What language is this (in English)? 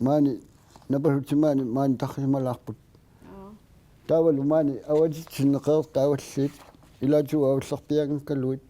Kalaallisut